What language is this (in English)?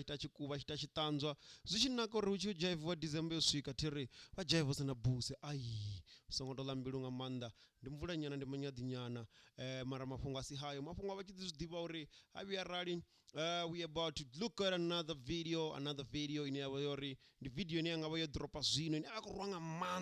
Venda